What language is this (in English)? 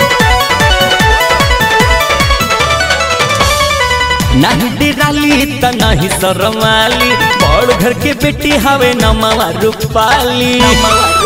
Bhojpuri